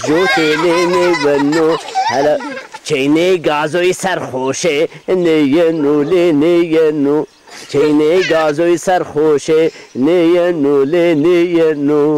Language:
Zaza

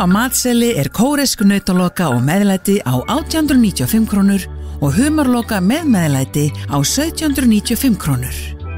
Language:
Icelandic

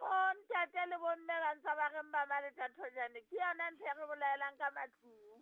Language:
Southern Sotho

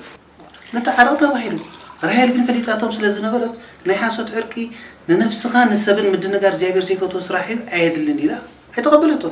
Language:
Tigrinya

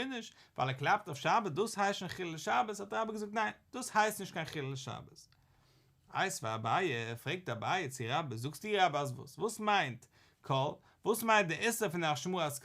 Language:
Yiddish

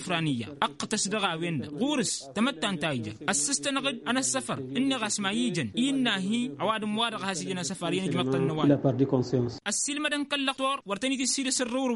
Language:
Tamasheq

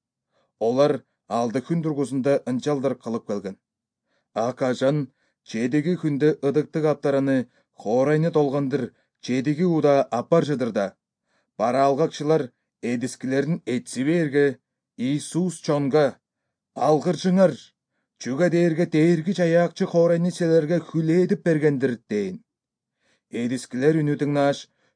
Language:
Kyrgyz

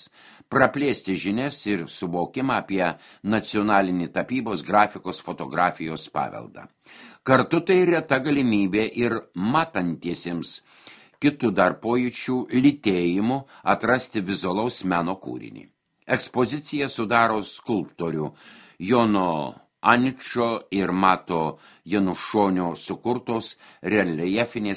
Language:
Lithuanian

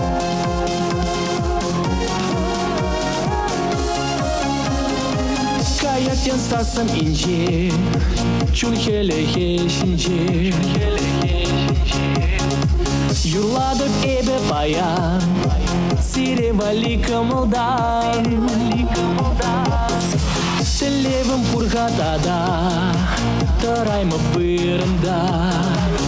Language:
Chuvash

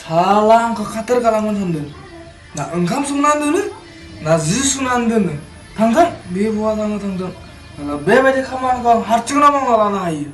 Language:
Bodo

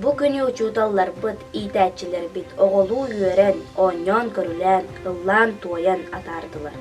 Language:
Yakut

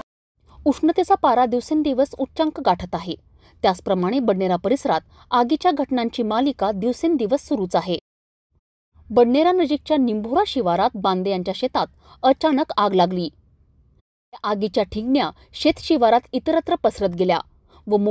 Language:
Marathi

